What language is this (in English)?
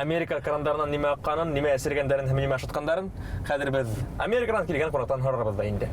Bashkir